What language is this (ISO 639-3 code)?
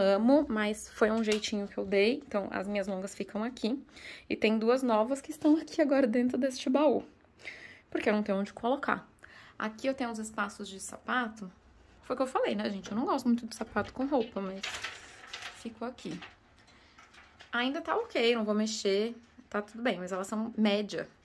por